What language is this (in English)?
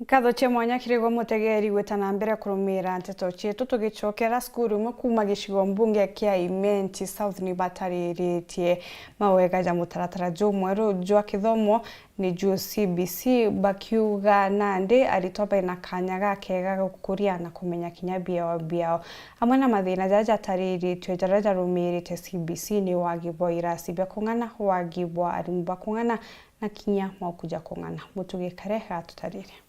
Meru